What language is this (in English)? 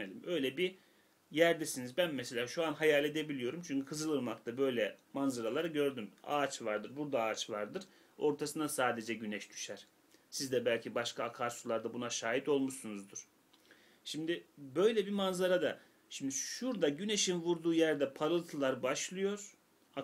Turkish